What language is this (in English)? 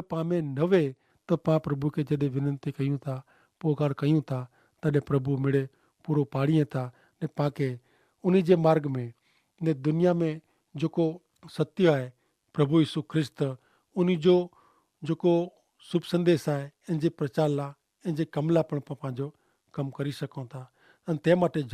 Kachhi